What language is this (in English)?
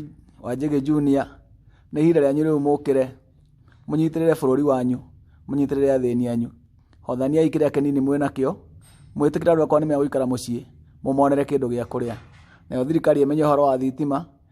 Kikuyu